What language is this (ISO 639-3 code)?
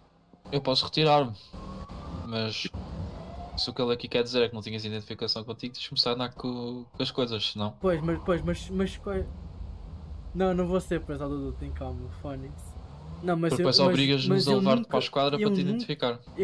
por